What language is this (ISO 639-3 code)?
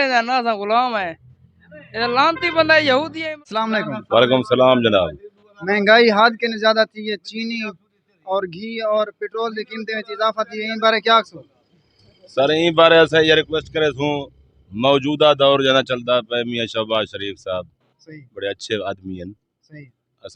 skr